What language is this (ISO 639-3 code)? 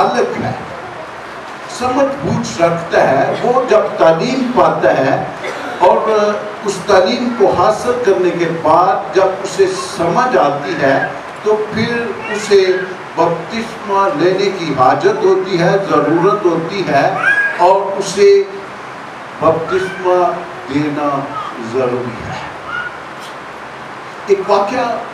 urd